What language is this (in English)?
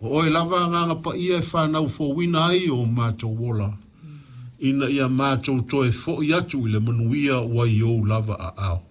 Samoan